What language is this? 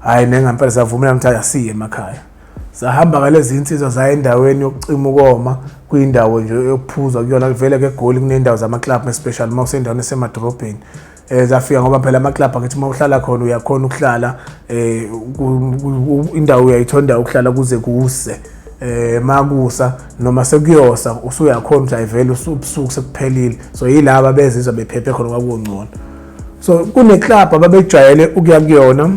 Zulu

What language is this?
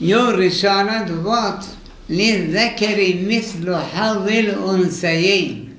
Zaza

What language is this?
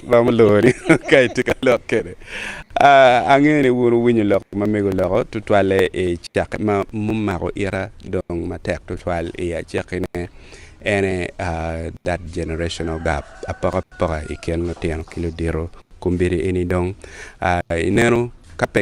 Acoli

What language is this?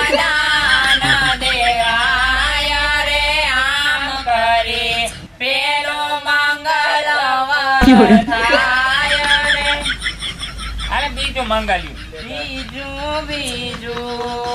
Gujarati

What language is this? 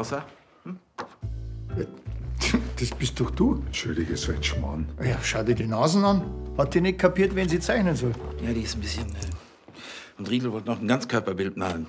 German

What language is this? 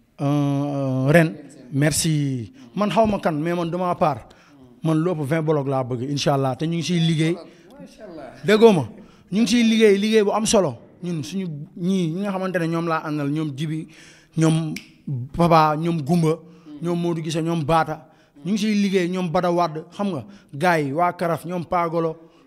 Wolof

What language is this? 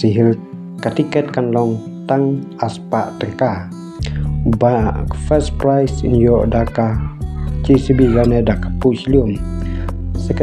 Khasi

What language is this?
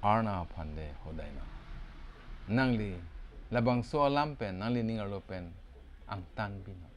Karbi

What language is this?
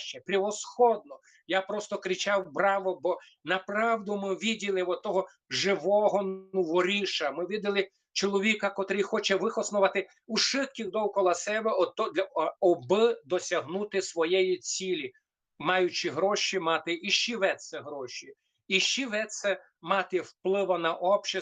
Rusyn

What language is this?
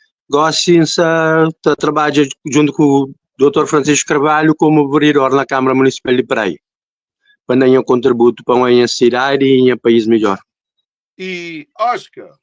Kabuverdianu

